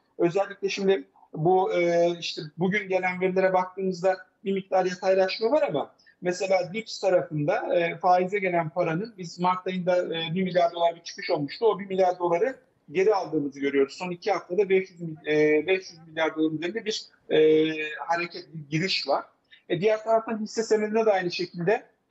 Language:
Turkish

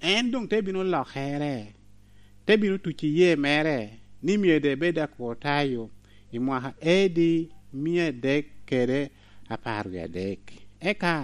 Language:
Lango (Uganda)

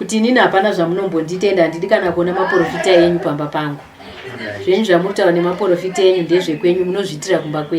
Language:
Shona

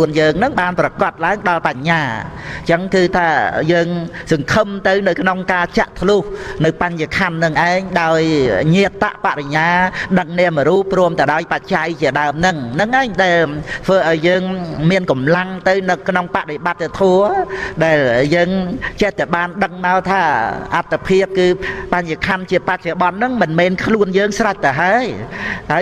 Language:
Khmer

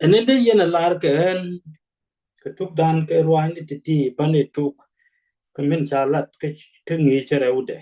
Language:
Nuer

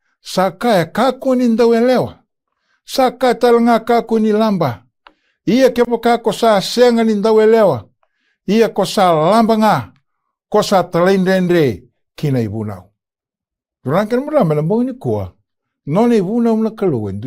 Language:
Fijian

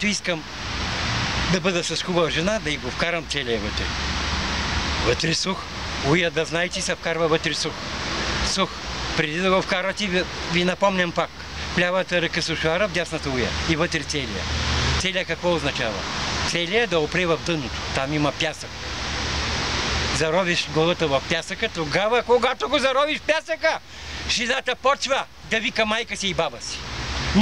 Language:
Bulgarian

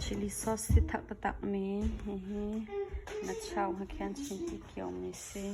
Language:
Hakha Chin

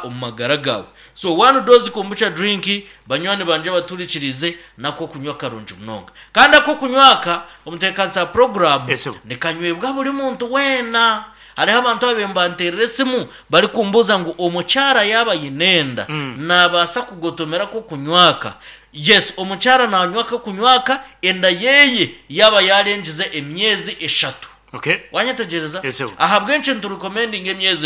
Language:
Nyankole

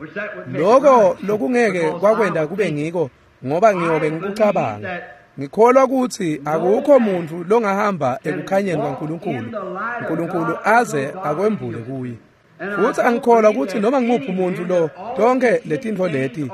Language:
Swati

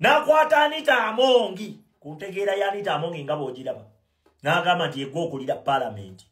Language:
Ganda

